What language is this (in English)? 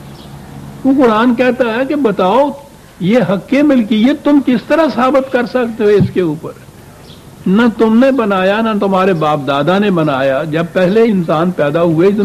Urdu